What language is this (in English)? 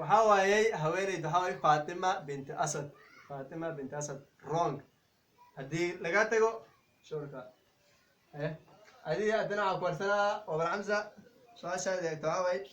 Somali